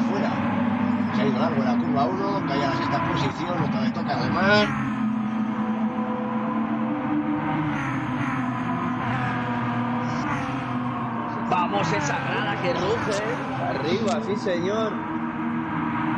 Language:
Spanish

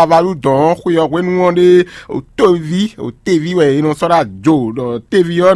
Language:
Fon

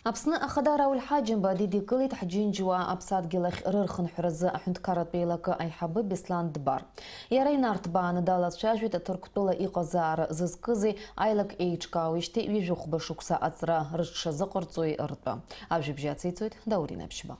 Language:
Abkhazian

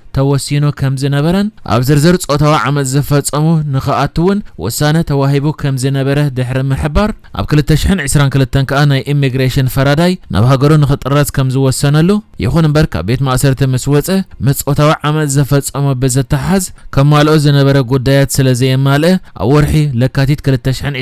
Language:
Tigrinya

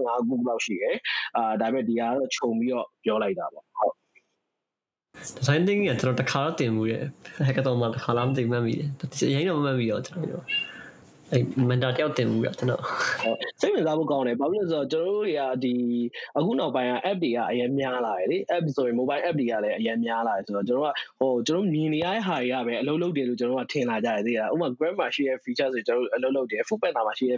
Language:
Burmese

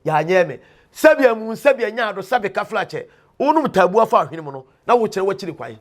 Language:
Akan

